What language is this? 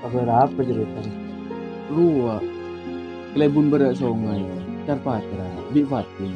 Madurese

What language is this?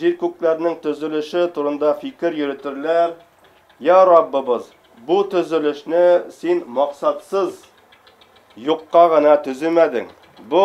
Bashkir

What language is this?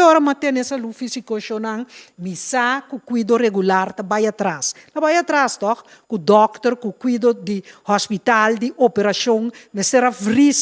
Papiamento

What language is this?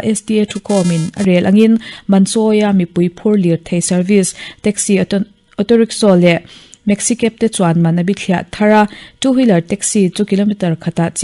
Mizo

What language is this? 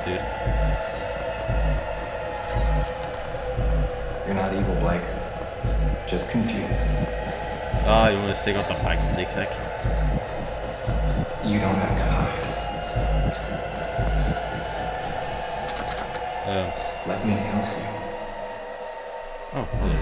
Dutch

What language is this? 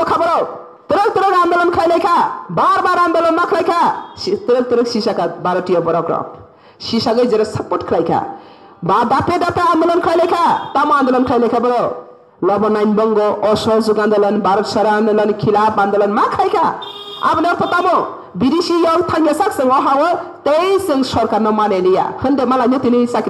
Kok Borok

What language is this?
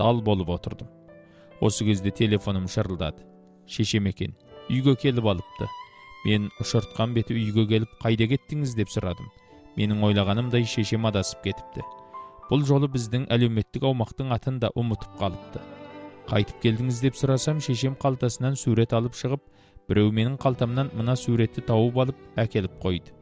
Kazakh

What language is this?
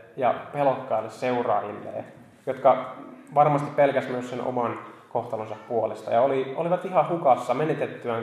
Finnish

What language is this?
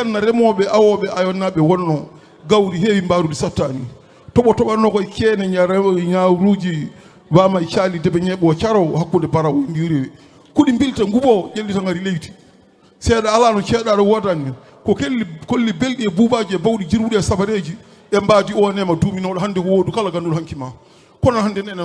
Fula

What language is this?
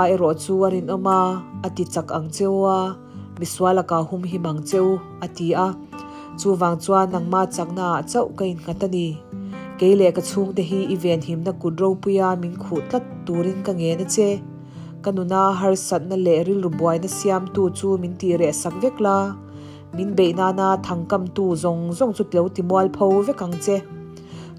Mizo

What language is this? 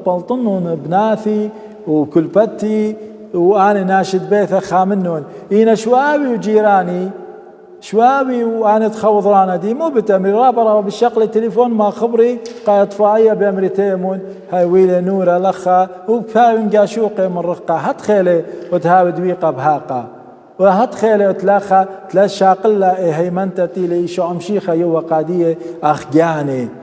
Assyrian Neo-Aramaic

